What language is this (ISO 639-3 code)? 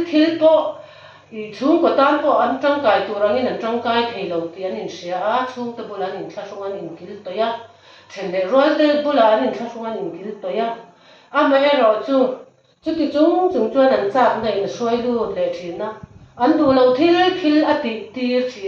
lus